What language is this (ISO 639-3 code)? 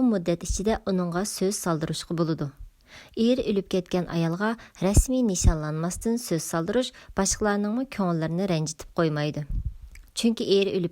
uig